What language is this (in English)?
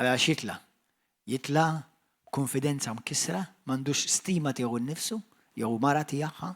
Maltese